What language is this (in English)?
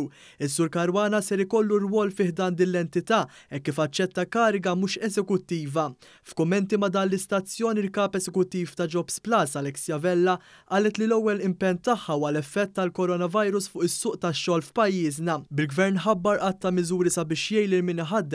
Maltese